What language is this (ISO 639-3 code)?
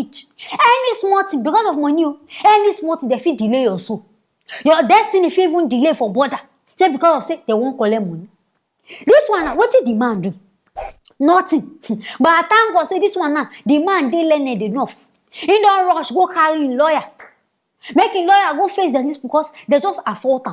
pcm